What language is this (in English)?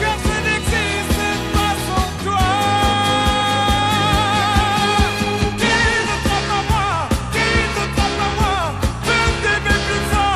French